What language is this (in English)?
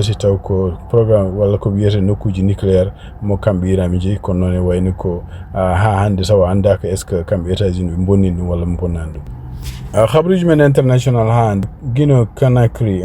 Fula